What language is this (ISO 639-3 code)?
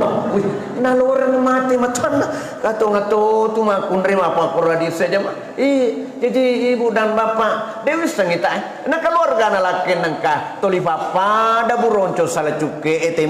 bug